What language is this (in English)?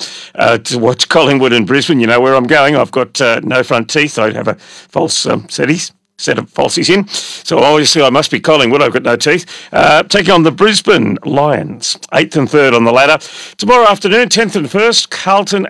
English